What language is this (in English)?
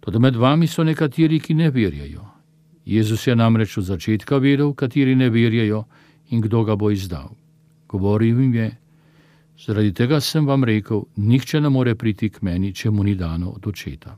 Slovenian